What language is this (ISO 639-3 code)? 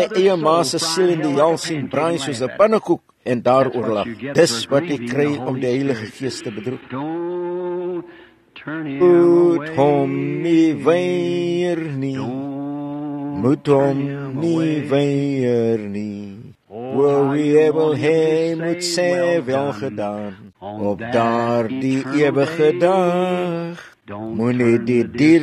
afr